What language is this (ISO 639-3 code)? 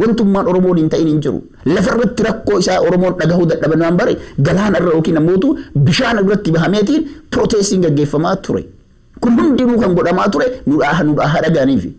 orm